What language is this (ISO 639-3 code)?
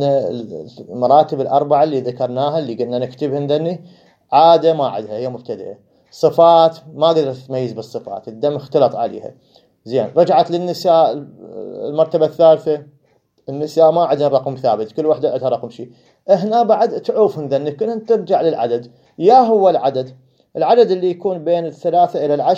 acm